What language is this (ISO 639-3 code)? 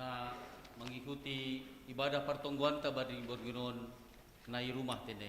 bts